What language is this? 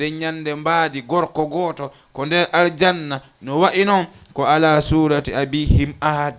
Fula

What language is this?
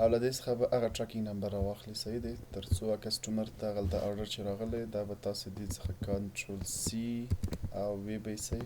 Pashto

